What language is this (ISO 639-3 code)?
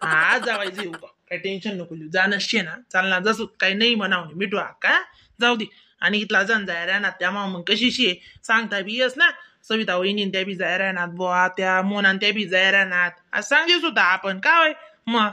khn